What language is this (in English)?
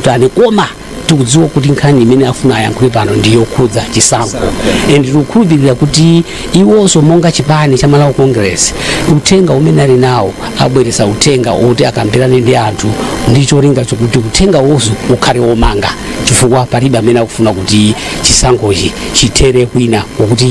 Nyanja